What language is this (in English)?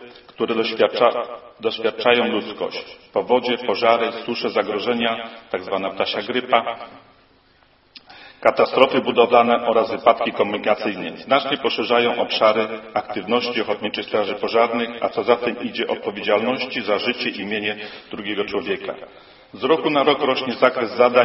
Polish